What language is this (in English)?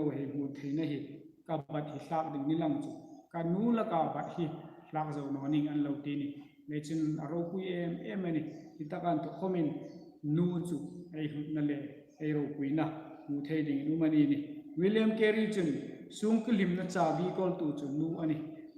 Hmar